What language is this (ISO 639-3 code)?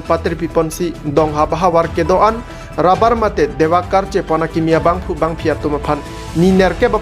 mjw